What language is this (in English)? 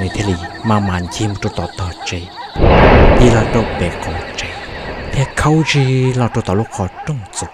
Hmong